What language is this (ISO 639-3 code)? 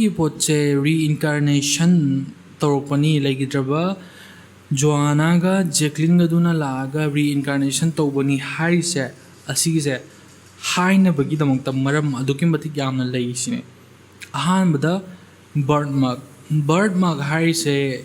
mni